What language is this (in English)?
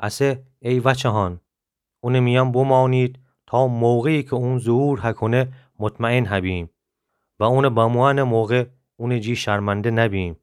Gilaki